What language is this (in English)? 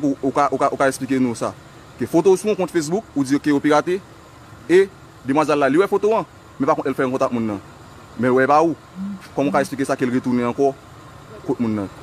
Haitian Creole